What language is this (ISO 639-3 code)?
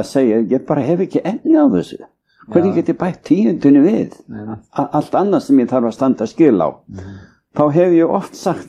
isl